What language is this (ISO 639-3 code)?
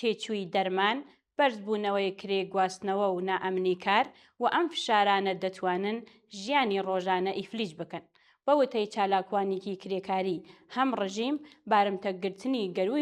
ckb